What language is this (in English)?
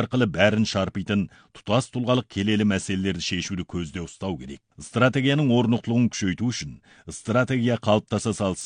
Kazakh